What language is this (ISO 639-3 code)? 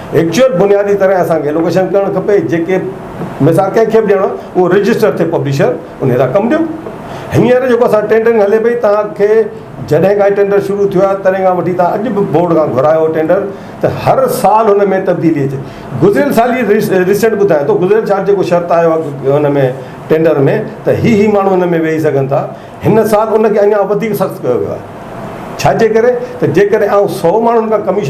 snd